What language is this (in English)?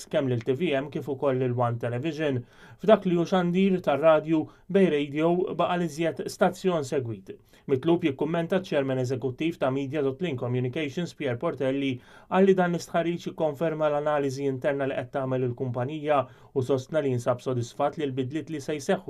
Maltese